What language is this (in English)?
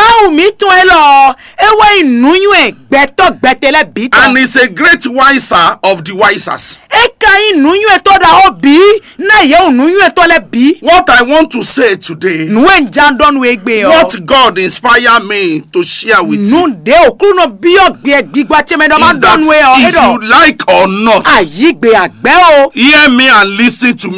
Fon